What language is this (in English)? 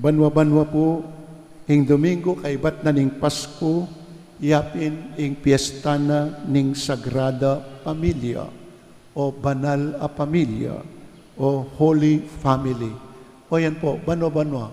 Pampanga